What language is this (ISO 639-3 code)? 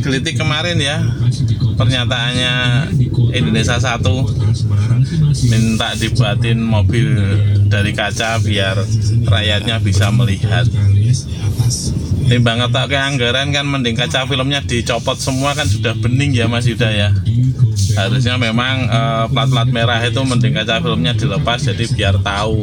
ind